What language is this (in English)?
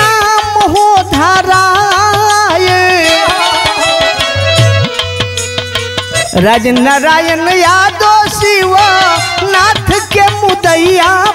Bhojpuri